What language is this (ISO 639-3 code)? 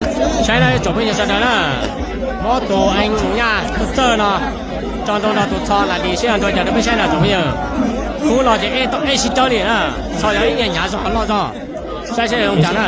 hmn